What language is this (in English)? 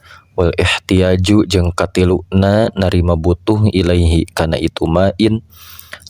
Sundanese